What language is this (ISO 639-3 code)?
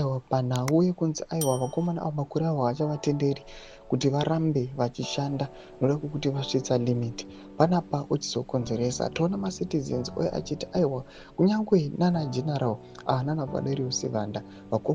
sna